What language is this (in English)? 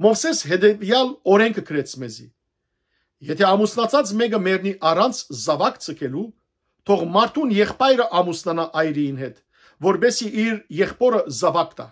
Western Armenian